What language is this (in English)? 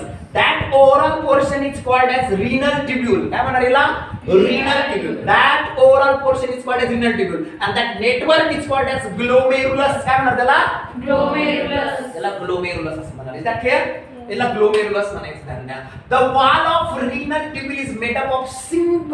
Marathi